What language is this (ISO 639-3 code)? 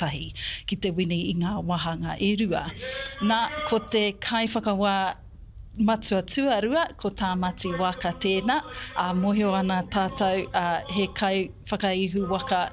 mri